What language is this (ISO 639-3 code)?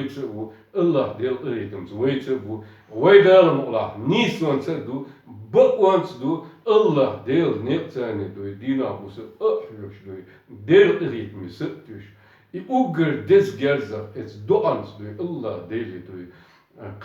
che